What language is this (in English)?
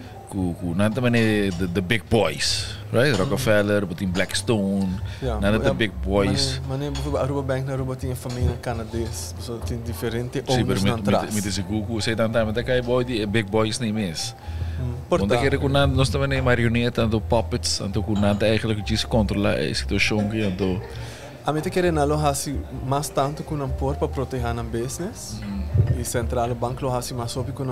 Papiamento